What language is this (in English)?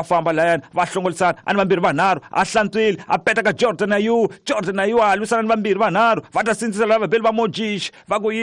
Tsonga